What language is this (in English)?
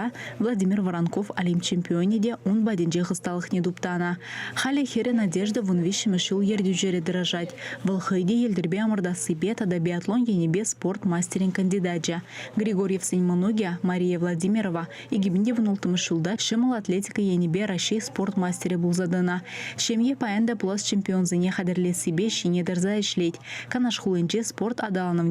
Chuvash